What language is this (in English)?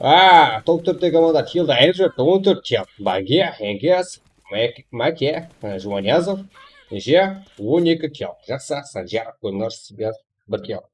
Kara-Kalpak